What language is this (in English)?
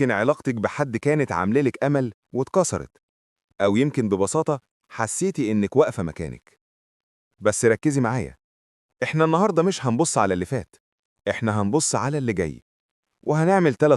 Egyptian Arabic